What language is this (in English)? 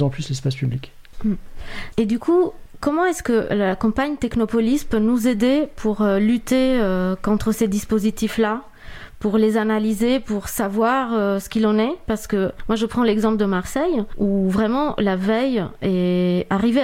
French